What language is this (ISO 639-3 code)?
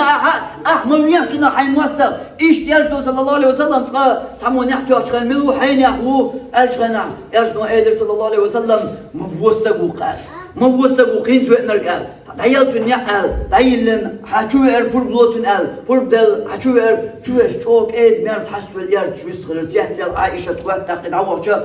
che